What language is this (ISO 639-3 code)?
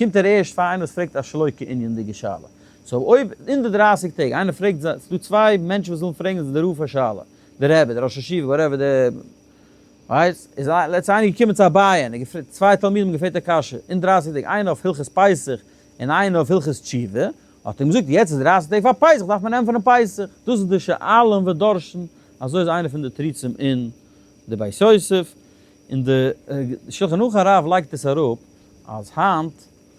yid